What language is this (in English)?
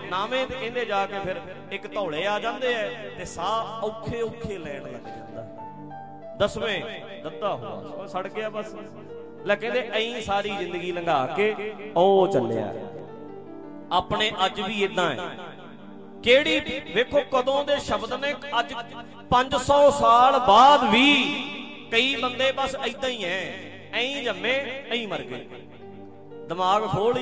Punjabi